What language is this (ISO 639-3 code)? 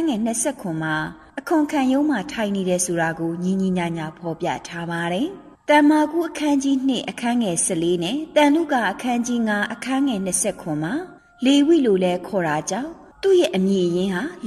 mya